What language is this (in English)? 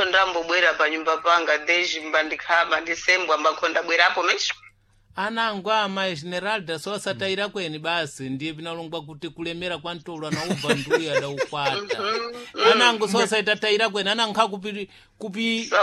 Sena